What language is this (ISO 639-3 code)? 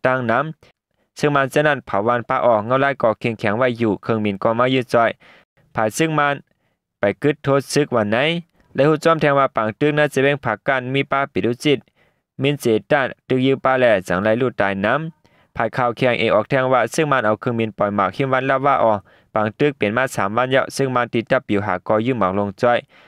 shn